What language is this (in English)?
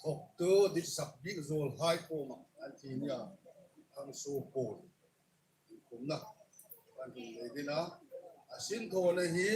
Hmar